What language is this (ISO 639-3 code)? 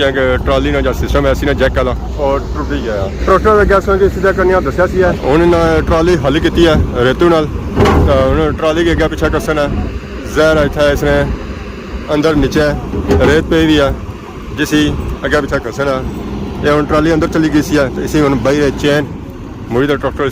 phr